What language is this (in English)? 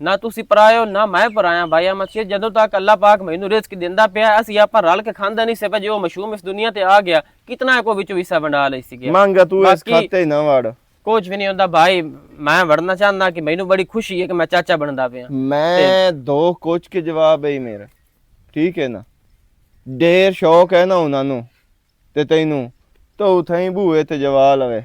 Western Panjabi